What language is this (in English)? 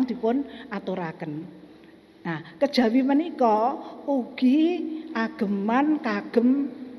Javanese